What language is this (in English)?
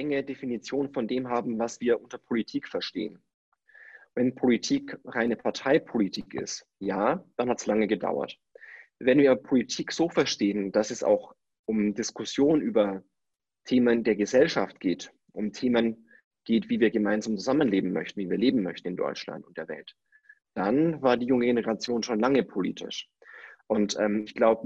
German